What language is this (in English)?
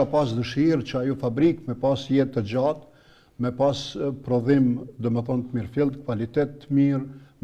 Albanian